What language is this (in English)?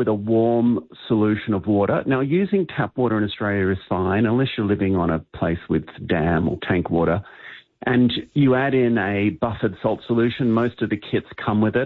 English